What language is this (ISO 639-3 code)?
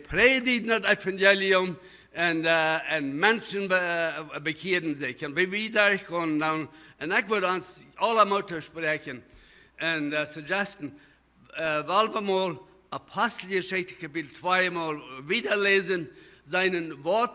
pdt